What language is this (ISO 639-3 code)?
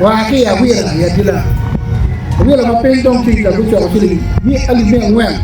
ach